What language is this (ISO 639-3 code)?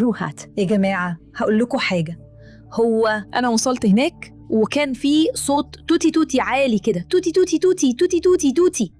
arz